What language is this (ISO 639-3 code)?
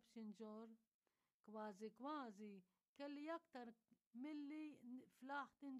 mlt